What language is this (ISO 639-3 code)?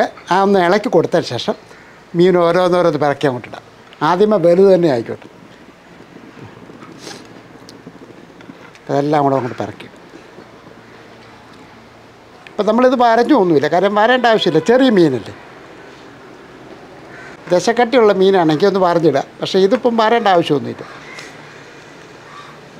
mal